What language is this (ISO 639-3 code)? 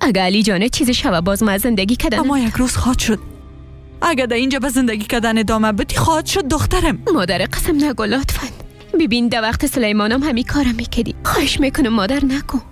fas